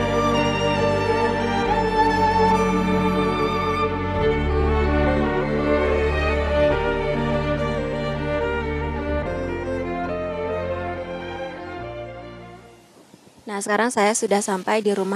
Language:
Indonesian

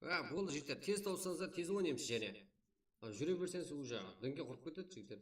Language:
Kara-Kalpak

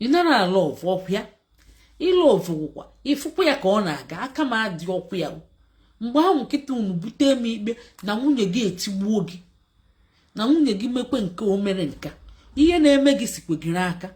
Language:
Igbo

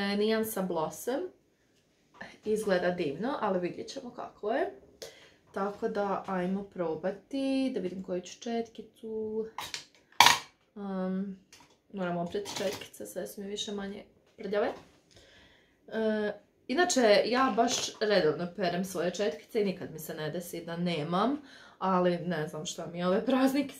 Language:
Croatian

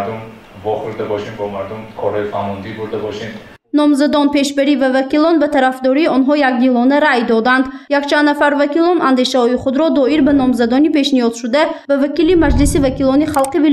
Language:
Tajik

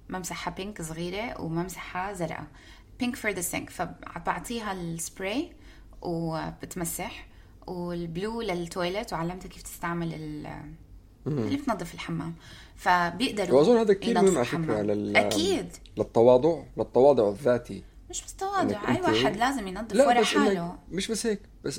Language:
North Levantine Arabic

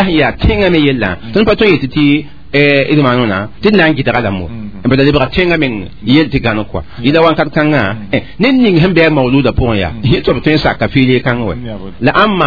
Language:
Mossi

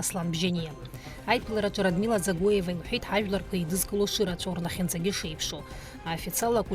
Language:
Abkhazian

